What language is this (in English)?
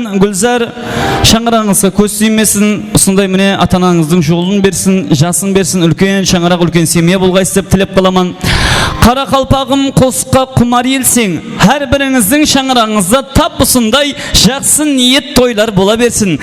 Kara-Kalpak